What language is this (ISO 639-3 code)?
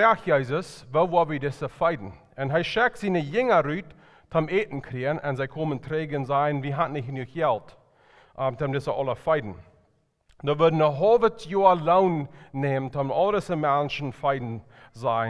pdt